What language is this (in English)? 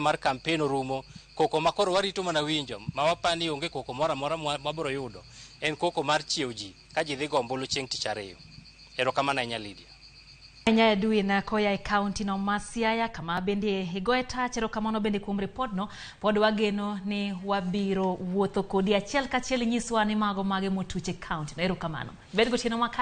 Luo (Kenya and Tanzania)